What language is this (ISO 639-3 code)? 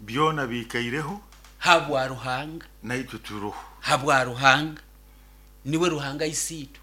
nyo